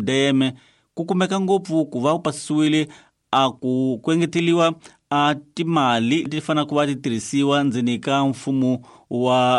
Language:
Tsonga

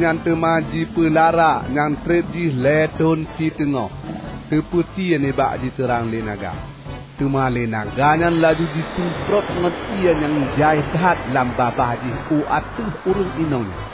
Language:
Achinese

